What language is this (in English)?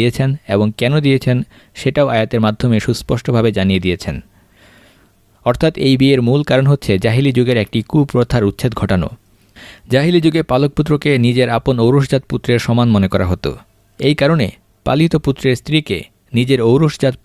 Bangla